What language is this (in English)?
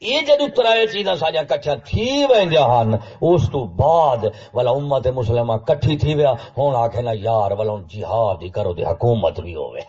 Saraiki